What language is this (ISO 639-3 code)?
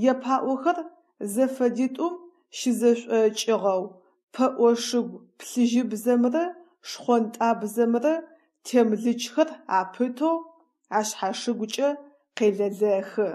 ady